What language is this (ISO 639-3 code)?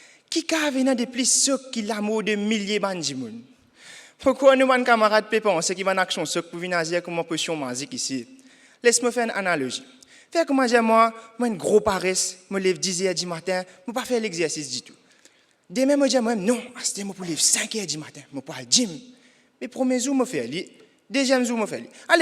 mfe